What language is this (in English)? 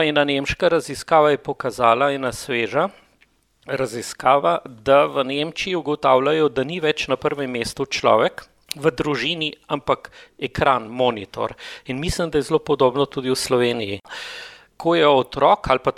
Slovenian